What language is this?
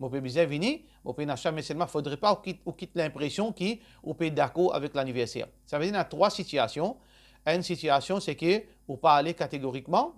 Morisyen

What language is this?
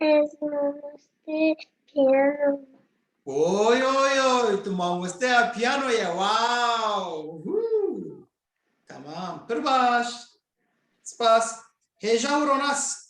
Kurdish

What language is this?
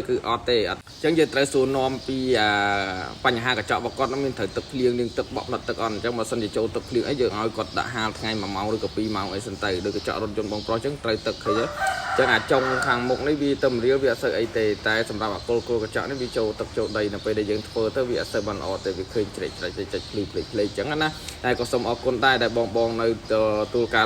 Khmer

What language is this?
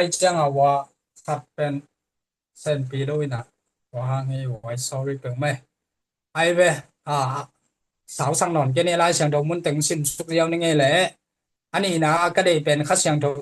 Tedim Chin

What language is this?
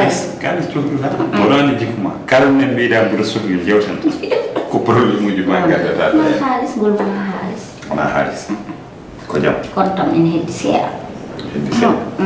Fula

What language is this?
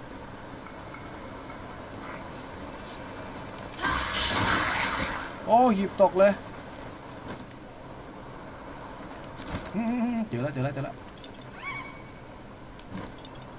Thai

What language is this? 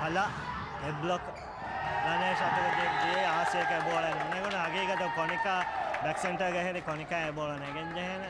Divehi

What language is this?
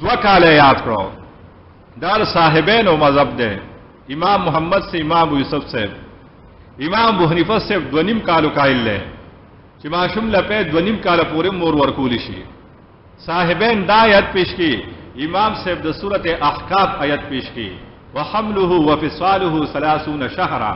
Pashto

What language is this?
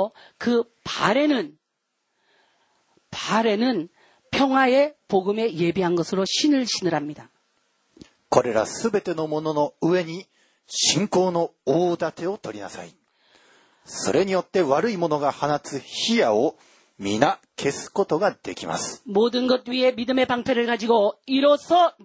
Korean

